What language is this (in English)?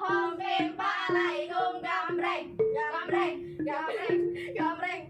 Sundanese